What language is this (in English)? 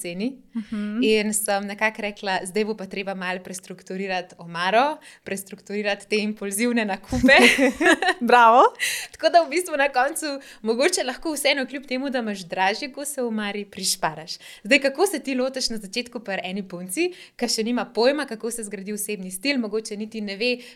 Slovenian